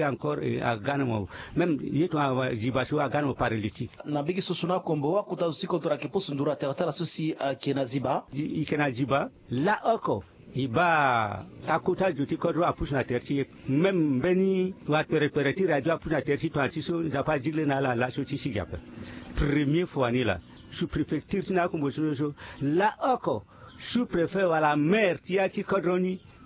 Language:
Sango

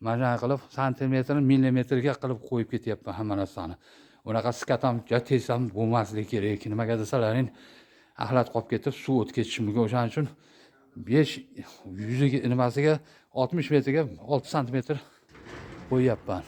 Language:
Uzbek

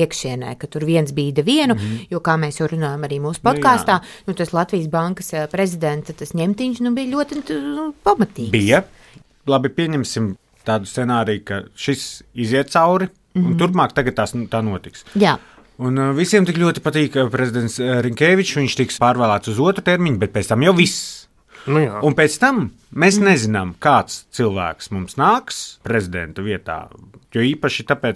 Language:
Latvian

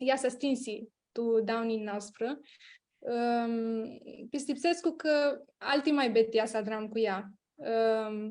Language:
Aromanian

